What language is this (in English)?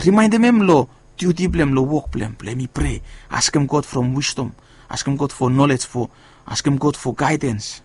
Bislama